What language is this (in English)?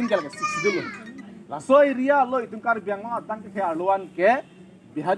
Karbi